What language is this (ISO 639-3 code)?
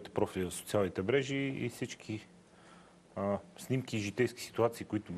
bul